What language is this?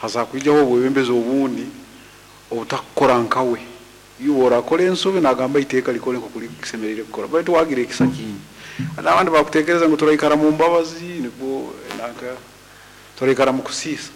Nyoro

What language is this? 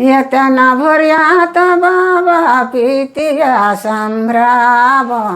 Sadri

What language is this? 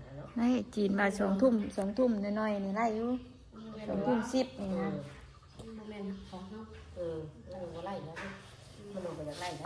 Northeastern Thai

